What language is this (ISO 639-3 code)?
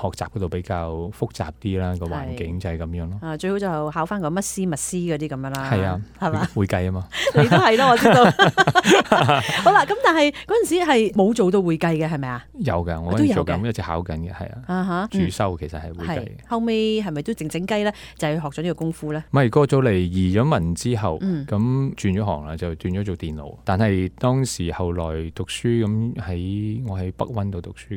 yue